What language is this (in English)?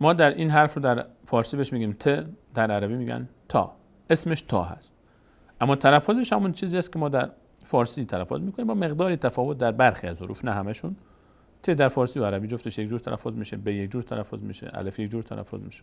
Persian